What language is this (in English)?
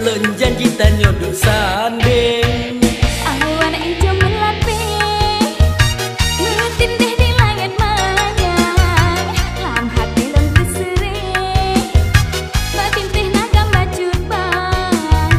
Achinese